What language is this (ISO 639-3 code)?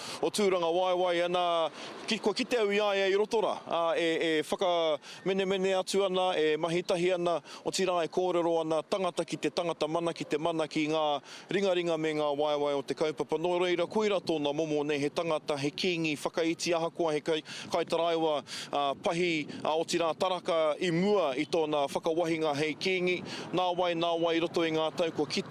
mri